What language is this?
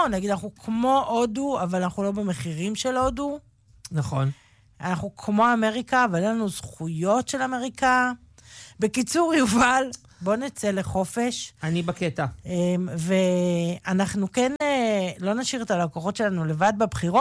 Hebrew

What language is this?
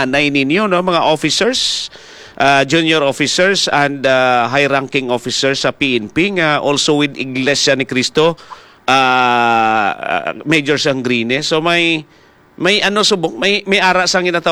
Hiligaynon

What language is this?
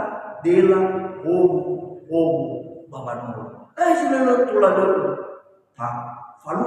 Nias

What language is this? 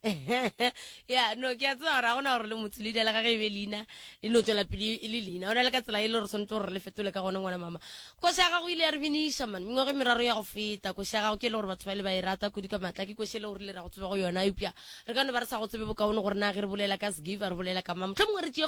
Northern Sotho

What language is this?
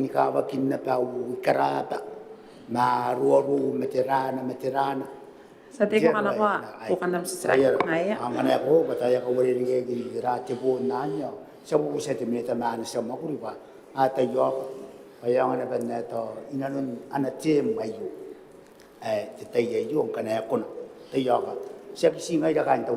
Gilbertese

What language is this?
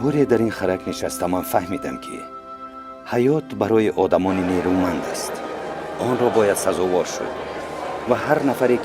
Tajik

